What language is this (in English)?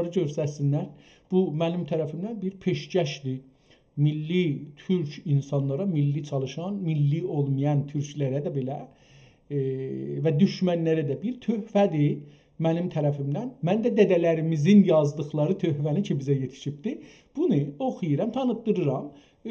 South Azerbaijani